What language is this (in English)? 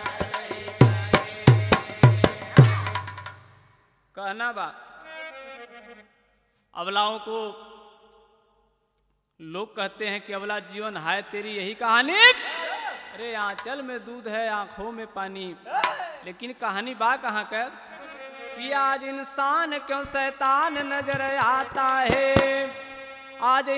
Bhojpuri